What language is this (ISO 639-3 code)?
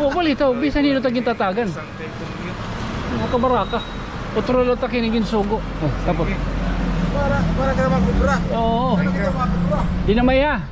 war